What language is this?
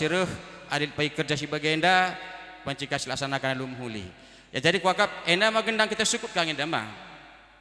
Batak Karo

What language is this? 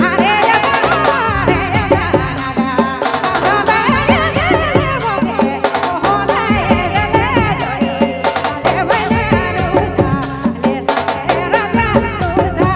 Sadri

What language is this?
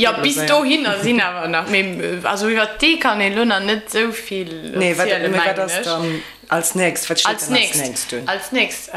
Luxembourgish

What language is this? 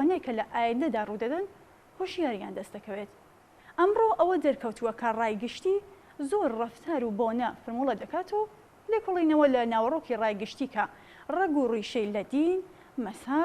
Central Kurdish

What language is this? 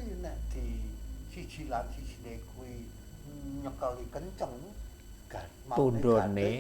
Javanese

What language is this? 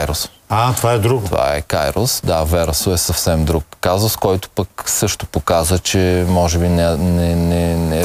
Bulgarian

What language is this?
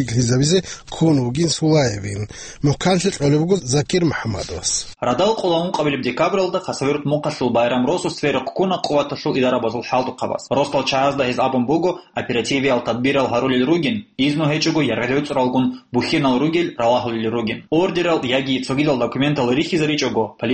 Avaric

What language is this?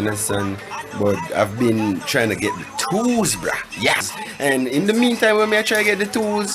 Jamaican Creole English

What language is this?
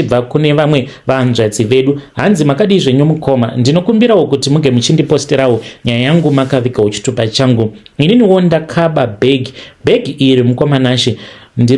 Shona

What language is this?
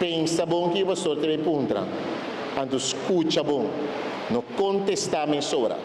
Papiamento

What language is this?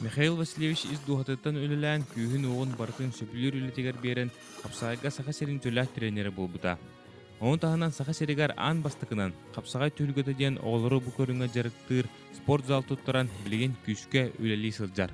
Yakut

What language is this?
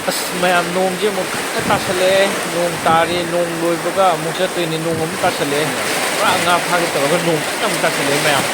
Manipuri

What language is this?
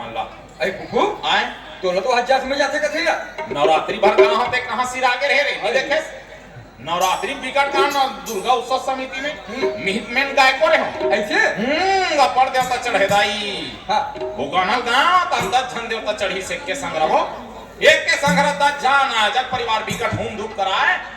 Chhattisgarhi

